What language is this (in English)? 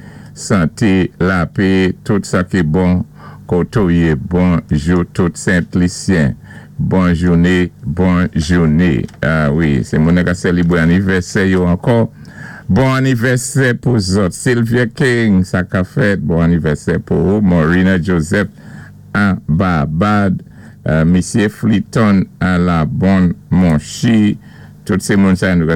Saint Lucian Creole French